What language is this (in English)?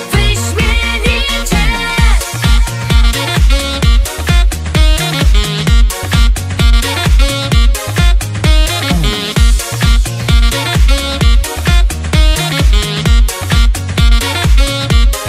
Polish